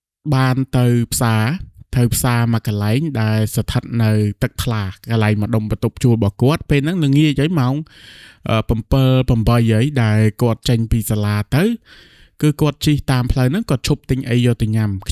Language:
Khmer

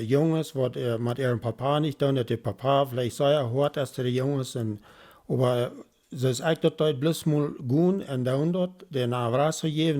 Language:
Plautdietsch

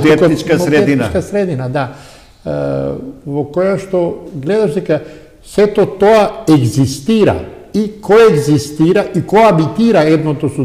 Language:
Macedonian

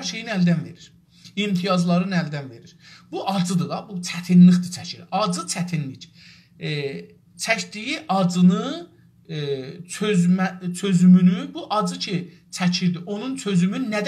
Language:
South Azerbaijani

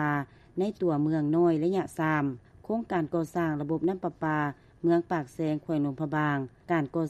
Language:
Lao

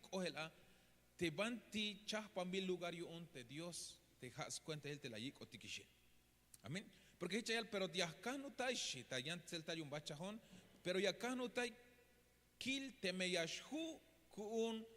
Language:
Tzeltal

